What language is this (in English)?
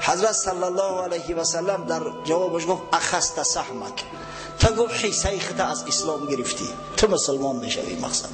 Tajik